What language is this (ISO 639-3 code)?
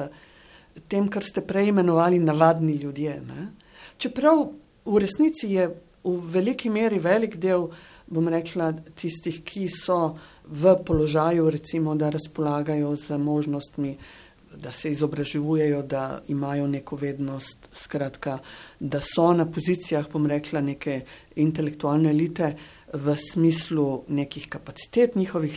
slv